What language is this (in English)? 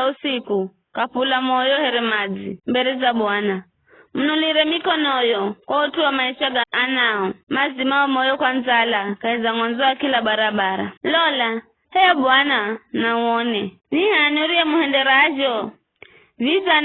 Giryama